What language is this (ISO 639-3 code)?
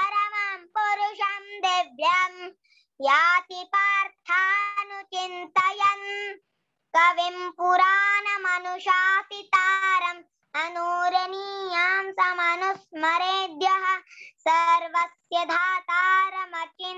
san